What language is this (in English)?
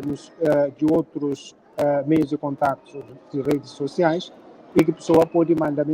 Kabuverdianu